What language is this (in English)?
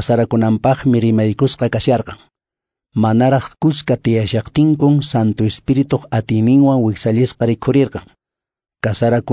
Quechua